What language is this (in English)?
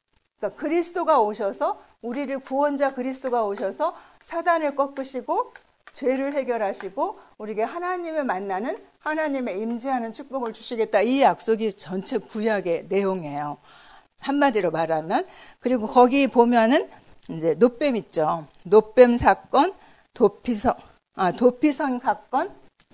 Korean